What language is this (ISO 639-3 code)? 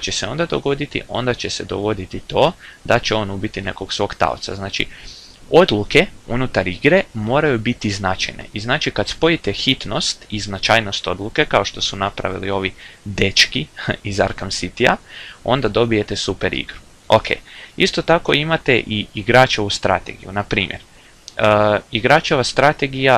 hrv